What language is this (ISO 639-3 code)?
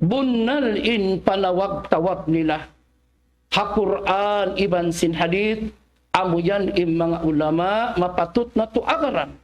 tsg